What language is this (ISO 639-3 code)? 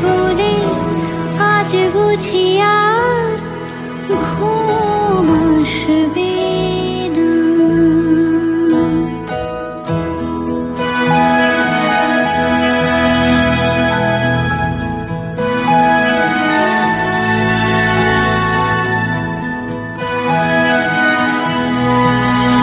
ben